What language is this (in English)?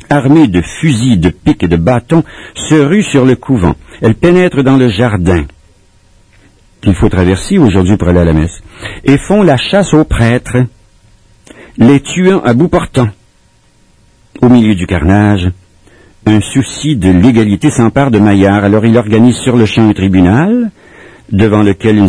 French